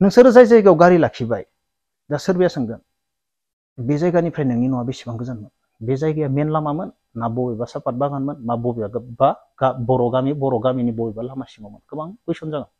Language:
Bodo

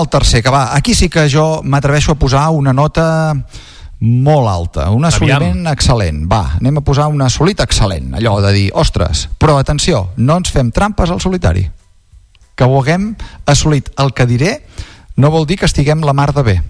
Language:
Catalan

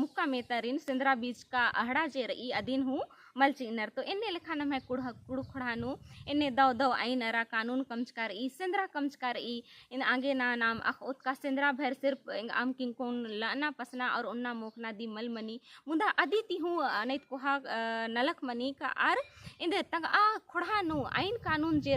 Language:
Kurukh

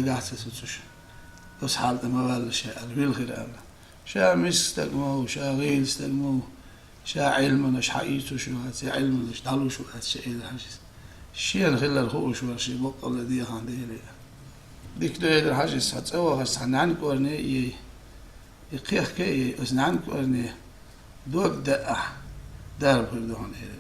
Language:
Chechen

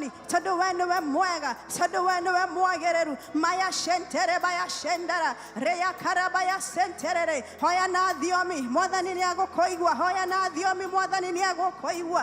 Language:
Kikuyu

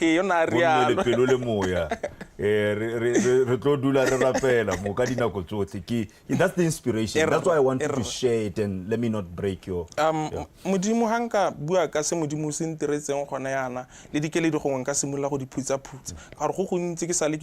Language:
Tswana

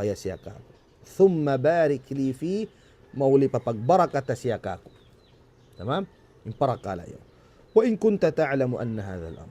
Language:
Tausug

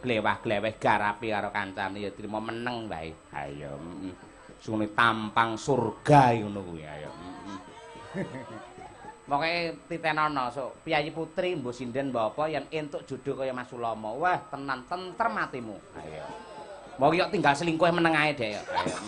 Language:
Javanese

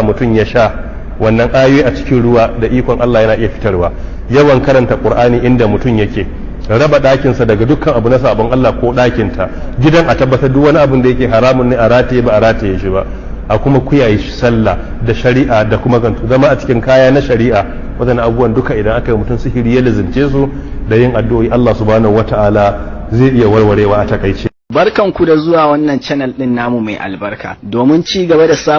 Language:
Hausa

